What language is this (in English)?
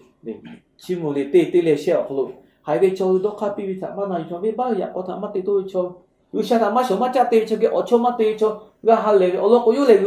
Lahu